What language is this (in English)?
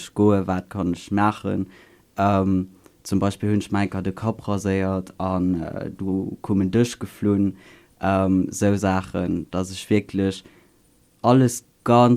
Luxembourgish